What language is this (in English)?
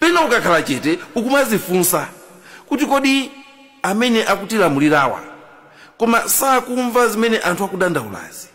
Nyanja